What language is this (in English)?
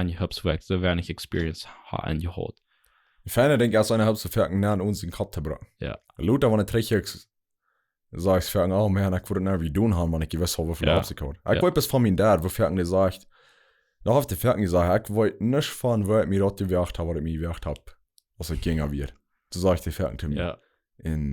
Plautdietsch